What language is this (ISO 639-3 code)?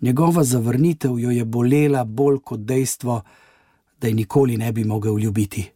slv